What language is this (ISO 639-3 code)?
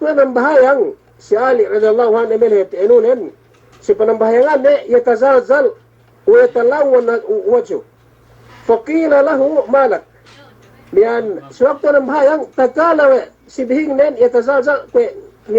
yka